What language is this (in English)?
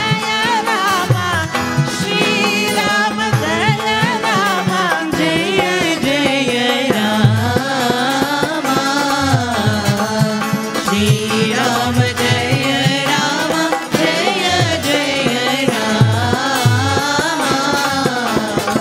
Hindi